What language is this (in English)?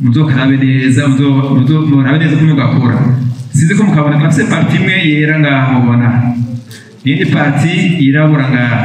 Rundi